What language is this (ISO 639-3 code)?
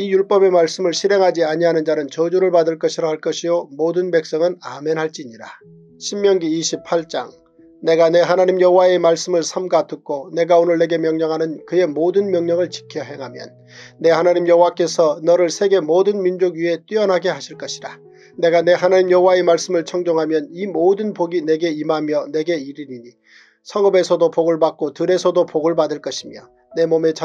kor